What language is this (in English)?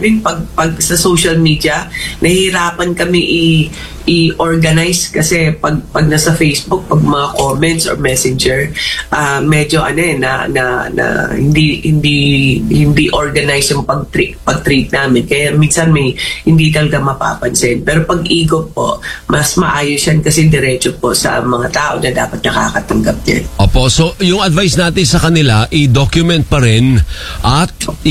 Filipino